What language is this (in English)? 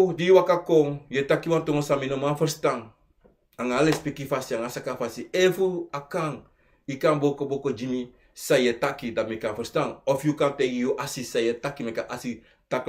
Sranan Tongo